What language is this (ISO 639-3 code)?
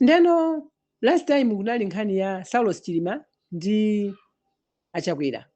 nya